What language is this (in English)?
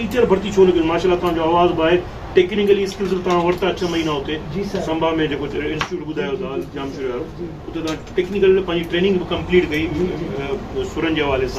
Sindhi